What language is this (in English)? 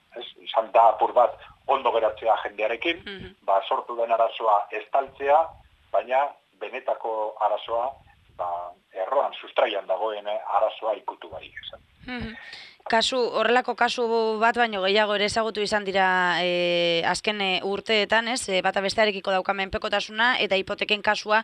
Basque